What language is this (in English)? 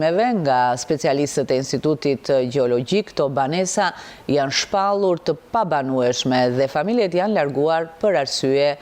Albanian